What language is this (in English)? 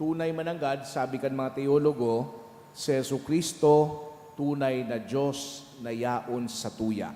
Bikol